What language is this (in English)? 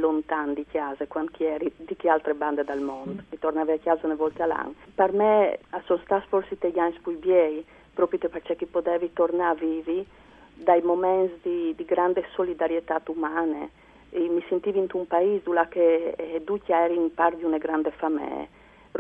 Friulian